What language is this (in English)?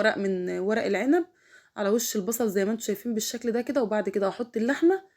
Egyptian Arabic